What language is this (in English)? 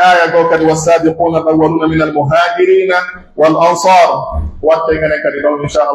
Pular